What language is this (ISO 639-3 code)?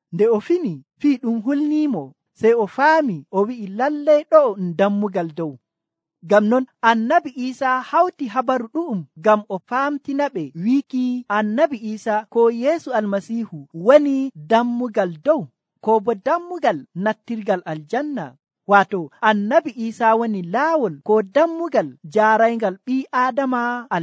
fuv